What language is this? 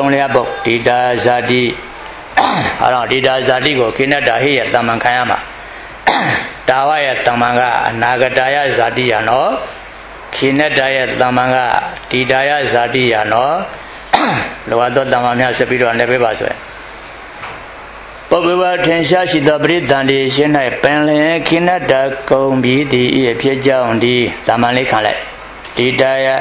Burmese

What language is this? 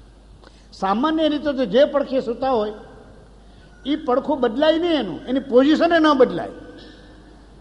Gujarati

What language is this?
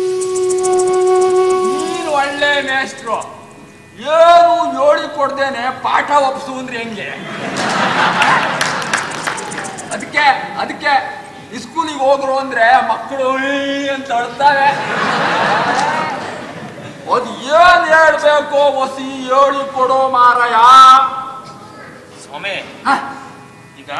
Kannada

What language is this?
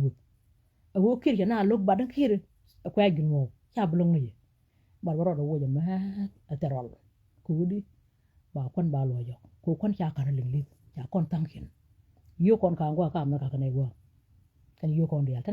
Nuer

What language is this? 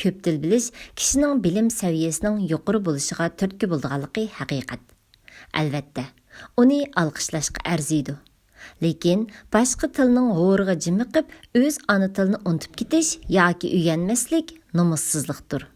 Uyghur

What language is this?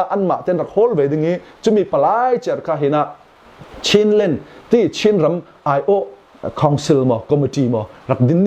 Falam Chin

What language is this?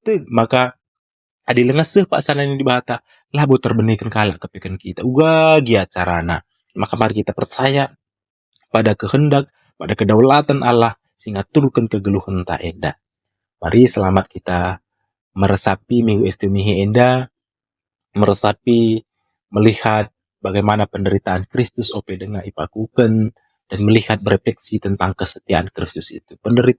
Batak Karo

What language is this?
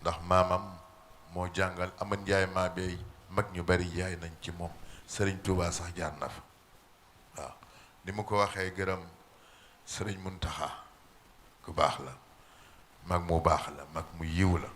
Wolof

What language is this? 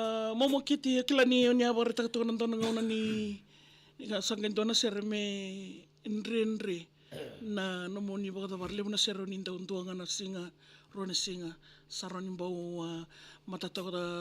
Fijian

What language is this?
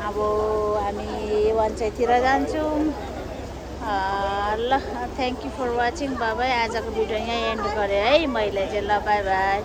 Nepali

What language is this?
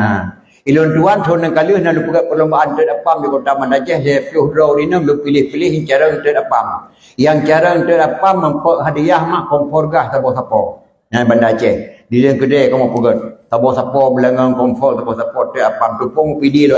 Achinese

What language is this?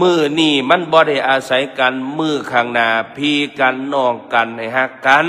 Northeastern Thai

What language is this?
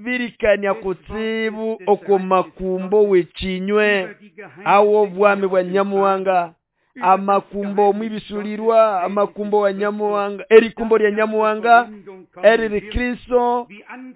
Nande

